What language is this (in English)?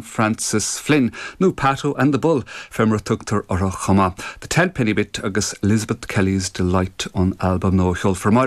Irish